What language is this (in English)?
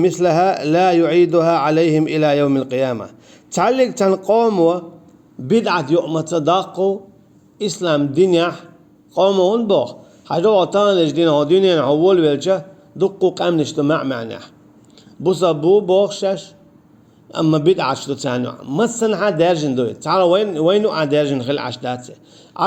Chechen